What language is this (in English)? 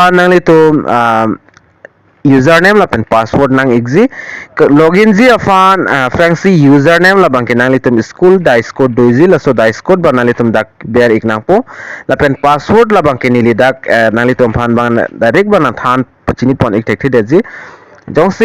Karbi